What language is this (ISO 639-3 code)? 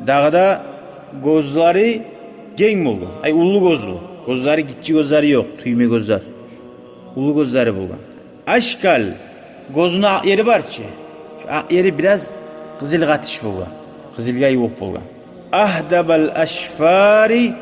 kum